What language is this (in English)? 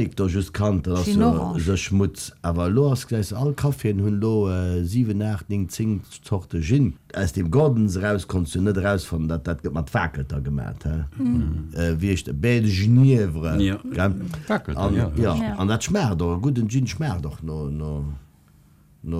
Luxembourgish